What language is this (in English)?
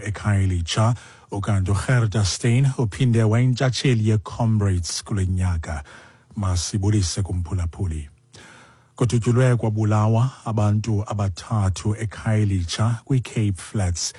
Xhosa